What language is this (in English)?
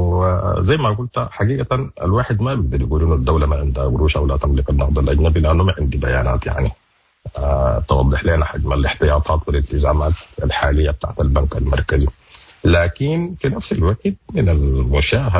Sudanese Arabic